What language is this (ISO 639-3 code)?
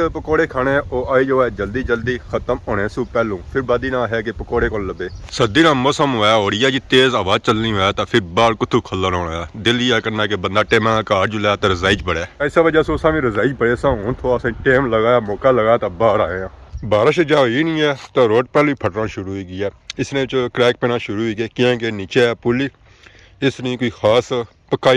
phr